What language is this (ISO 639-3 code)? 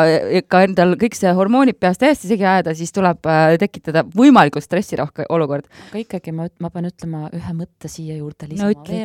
est